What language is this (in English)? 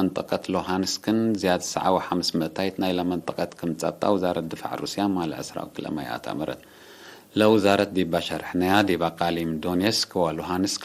Tigre